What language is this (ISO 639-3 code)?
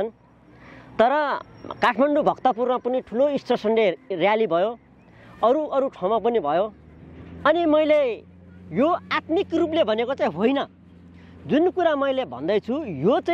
nep